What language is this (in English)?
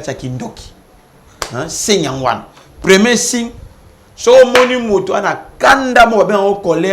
Lingala